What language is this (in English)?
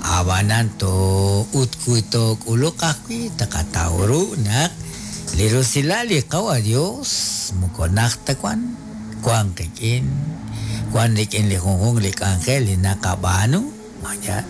Kekchí